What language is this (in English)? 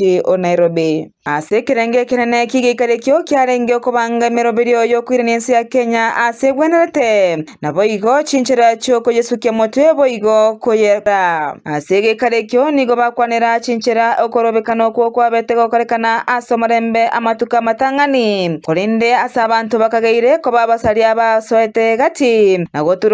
Gusii